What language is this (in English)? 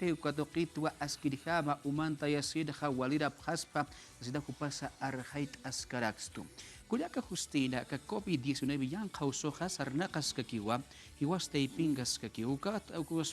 Aymara